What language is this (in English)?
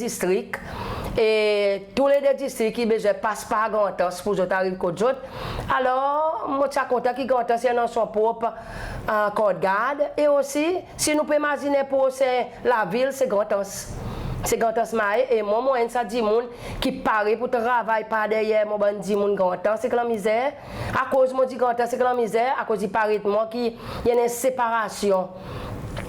Seselwa Creole French